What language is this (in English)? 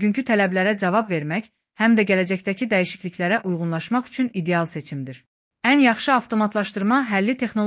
Azerbaijani